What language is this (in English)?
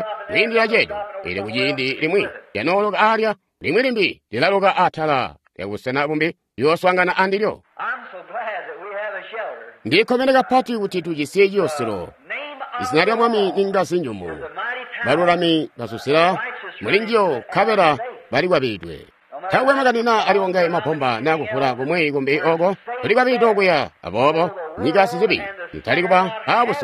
Tonga (Zambia)